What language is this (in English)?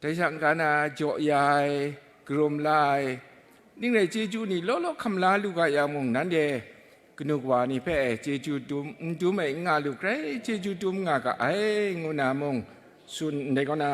Kachin